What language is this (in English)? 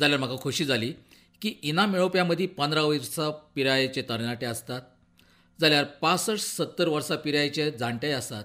Konkani